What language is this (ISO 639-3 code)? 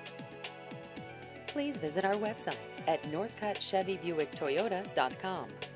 eng